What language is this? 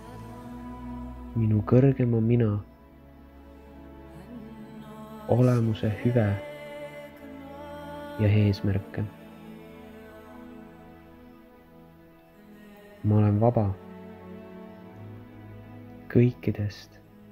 Estonian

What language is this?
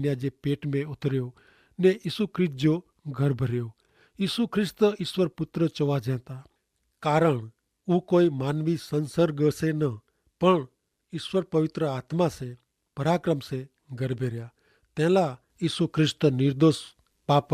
Kachhi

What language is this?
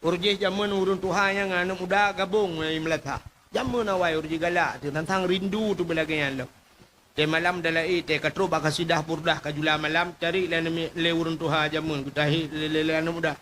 Achinese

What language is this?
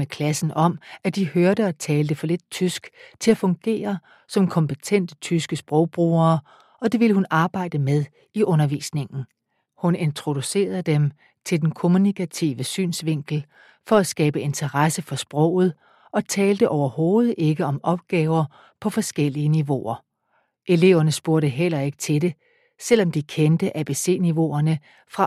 Danish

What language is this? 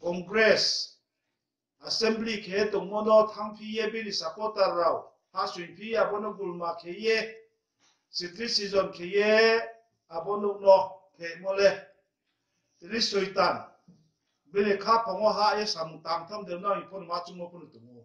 Riang (India)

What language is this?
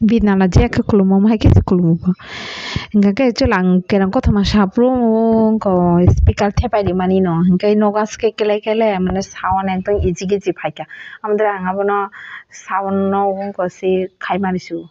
Kok Borok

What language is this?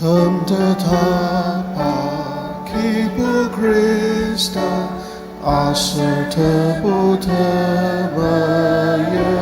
Ao Naga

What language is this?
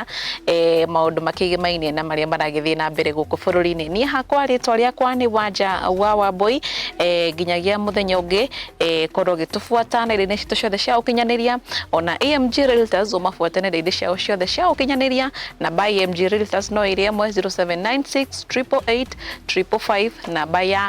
Kikuyu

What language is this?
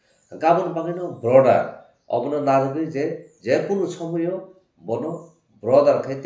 Kok Borok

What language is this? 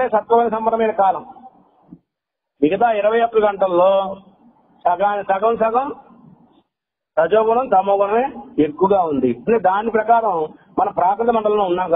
Telugu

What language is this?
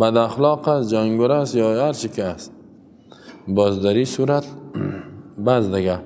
Persian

